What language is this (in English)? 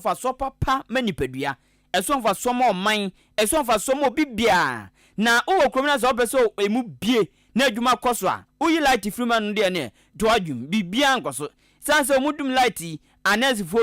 Akan